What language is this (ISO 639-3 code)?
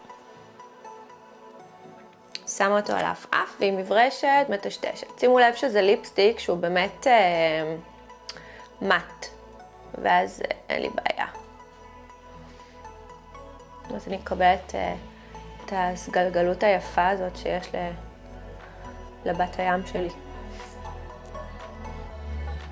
heb